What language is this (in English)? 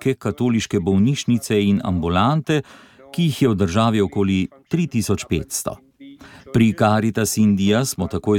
Slovenian